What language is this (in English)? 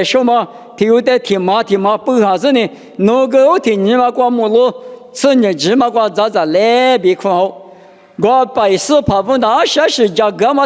Lisu